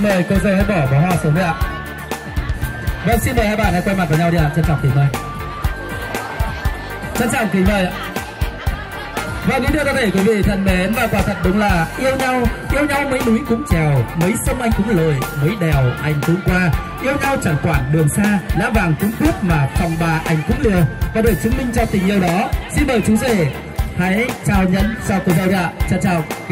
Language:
Vietnamese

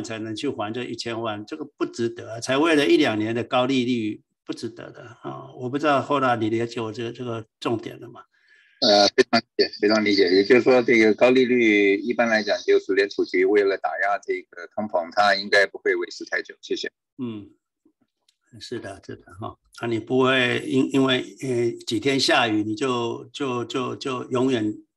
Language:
Chinese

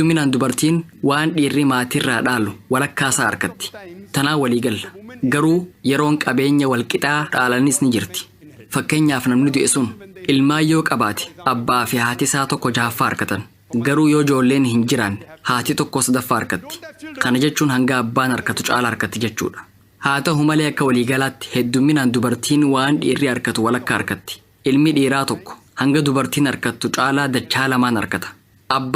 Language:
Oromo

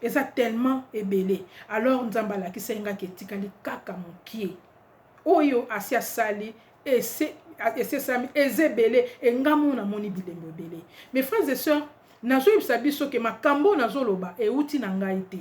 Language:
Lingala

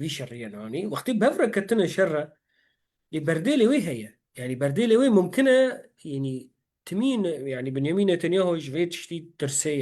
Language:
Kurdish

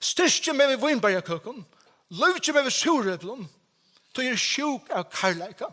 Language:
Faroese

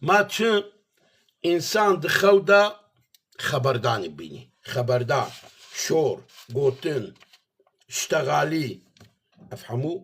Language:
Kurdish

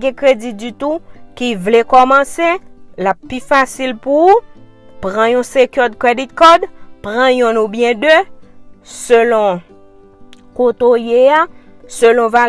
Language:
Haitian Creole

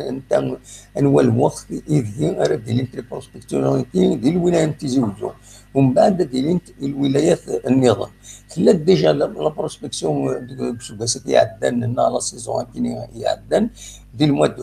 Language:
Kabyle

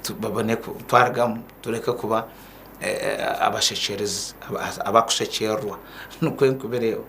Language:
Nyankole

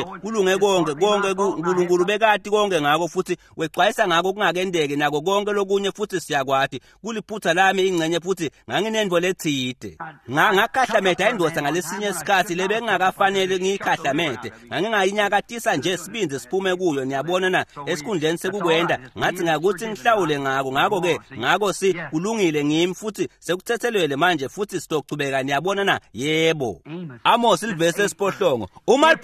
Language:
Swati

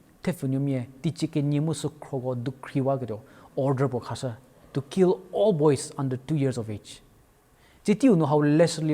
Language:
Angami Naga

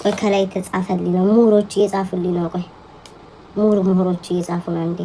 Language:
Amharic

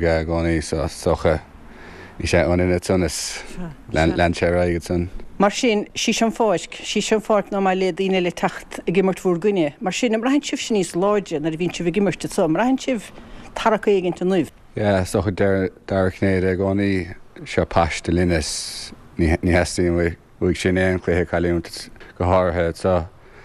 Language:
Irish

